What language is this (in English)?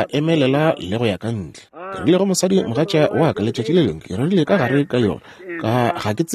Northern Sotho